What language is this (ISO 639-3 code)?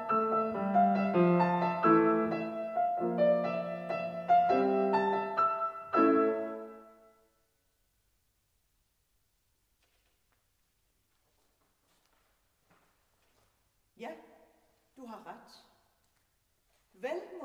dan